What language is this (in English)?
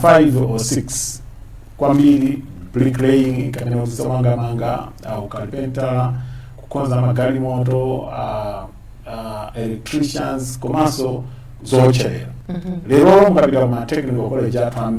Nyanja